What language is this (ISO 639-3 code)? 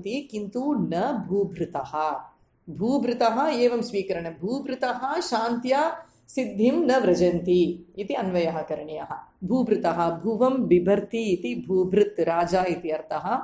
san